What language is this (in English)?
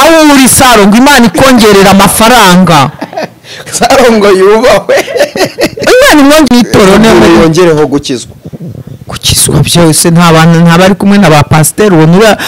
Kinyarwanda